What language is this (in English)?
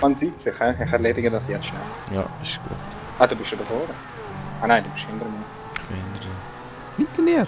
Swiss German